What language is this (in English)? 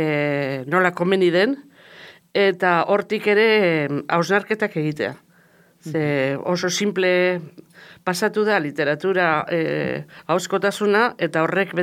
Basque